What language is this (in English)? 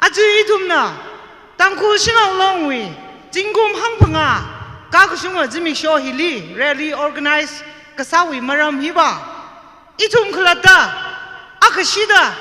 Tangkhul Naga (India)